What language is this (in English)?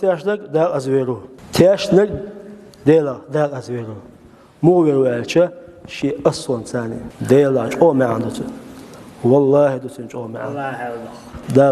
Chechen